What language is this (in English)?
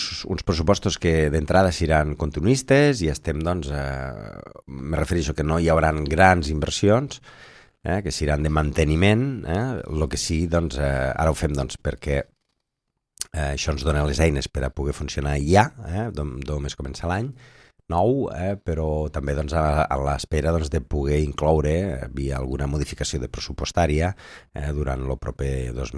Catalan